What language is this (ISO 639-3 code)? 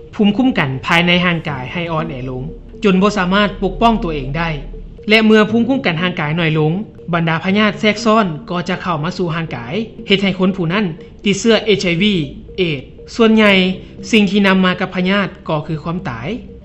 lao